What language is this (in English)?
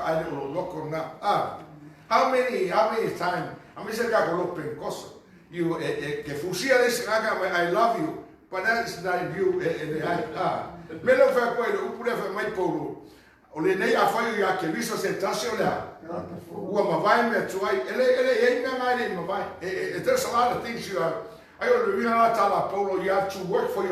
Samoan